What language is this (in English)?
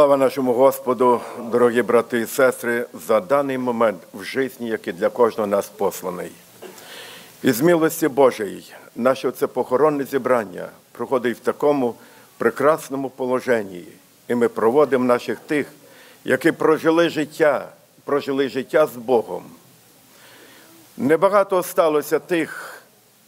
Ukrainian